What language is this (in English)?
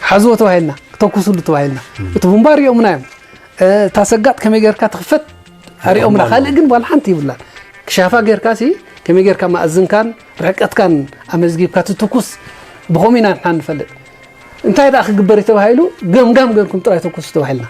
Tigrinya